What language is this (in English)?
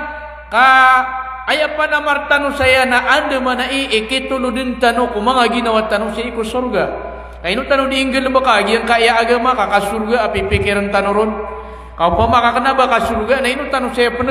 Maranao